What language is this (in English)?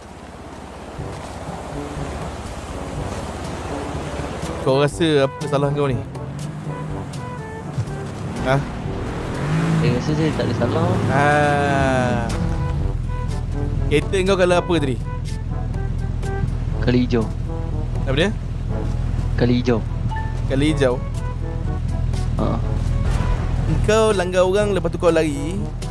Malay